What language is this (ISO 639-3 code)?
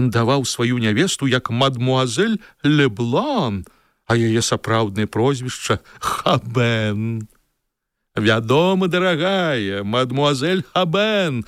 bel